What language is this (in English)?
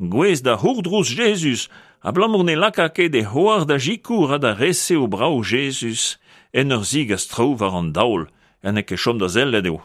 Breton